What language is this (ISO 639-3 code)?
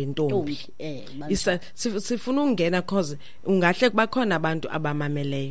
xho